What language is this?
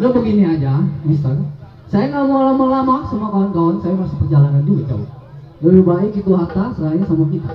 Betawi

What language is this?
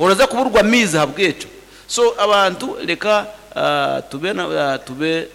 Nyankole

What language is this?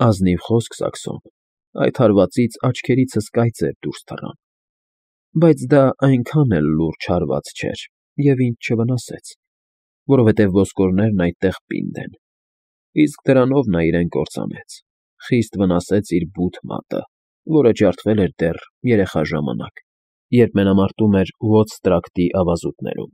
Armenian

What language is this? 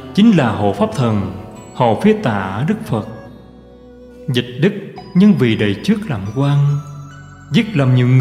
Vietnamese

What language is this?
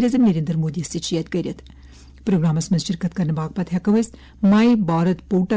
Kashmiri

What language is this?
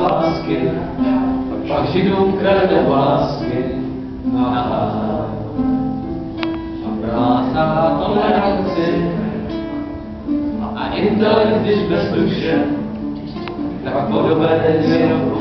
Czech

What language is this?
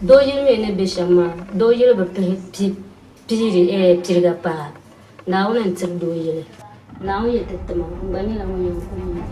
Dagbani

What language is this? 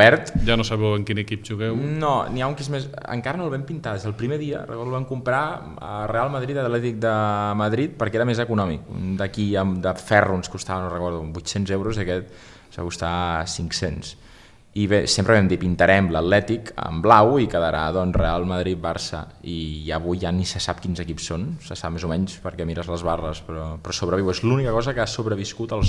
Catalan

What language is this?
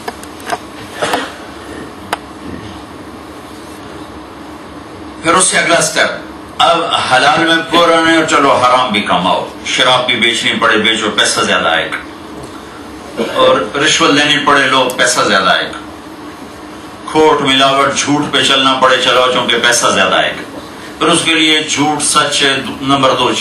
Urdu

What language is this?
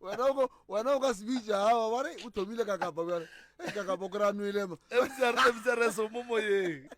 Northern Sotho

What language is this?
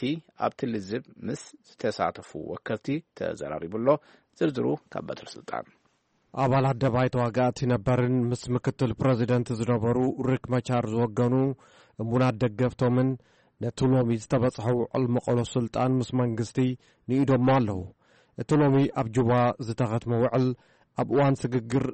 Tigrinya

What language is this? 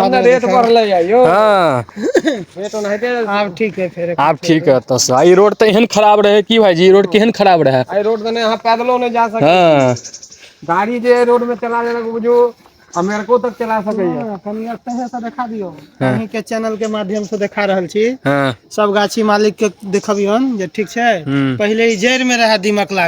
Maithili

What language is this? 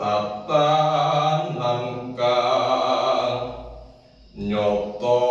Javanese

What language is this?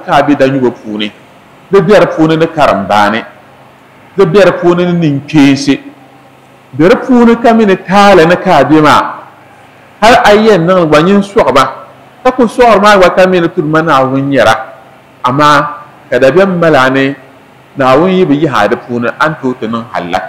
Dagbani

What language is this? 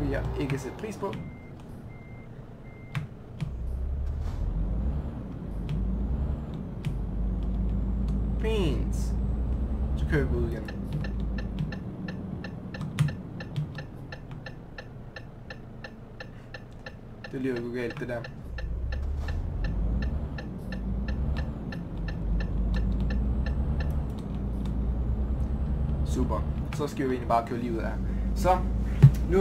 Danish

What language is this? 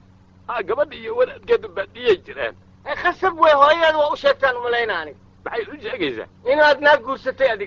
Somali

